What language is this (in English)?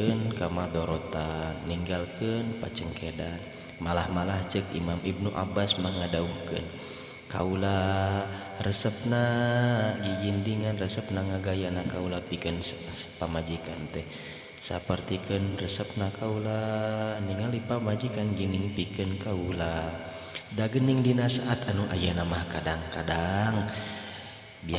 Sundanese